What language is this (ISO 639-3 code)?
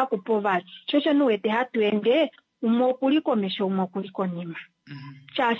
kua